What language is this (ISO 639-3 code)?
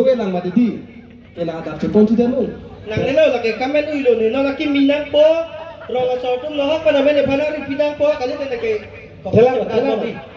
mjw